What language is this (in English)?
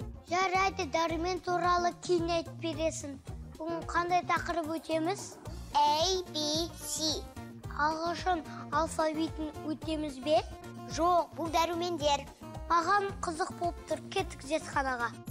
Kazakh